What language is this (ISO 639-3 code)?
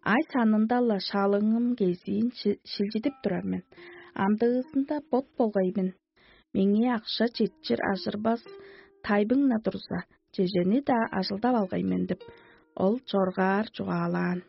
tyv